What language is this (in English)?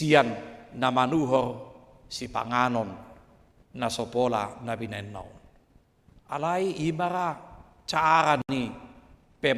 Batak Toba